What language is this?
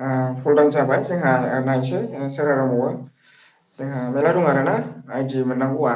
Bodo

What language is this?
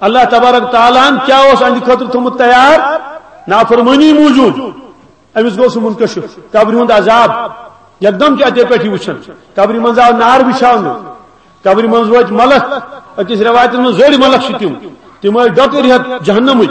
Kashmiri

